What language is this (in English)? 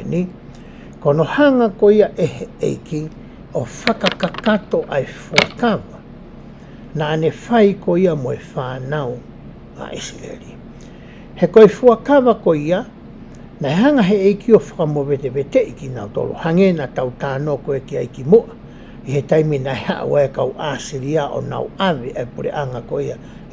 Tongan